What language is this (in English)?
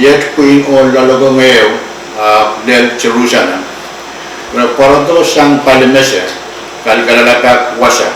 Pohnpeian